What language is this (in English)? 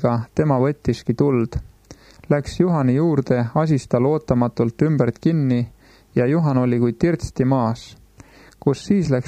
Estonian